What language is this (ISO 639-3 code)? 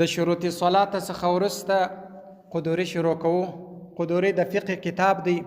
pus